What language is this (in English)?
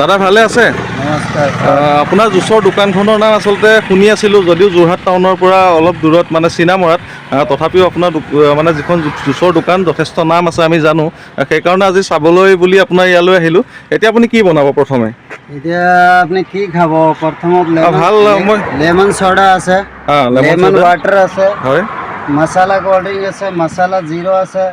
Assamese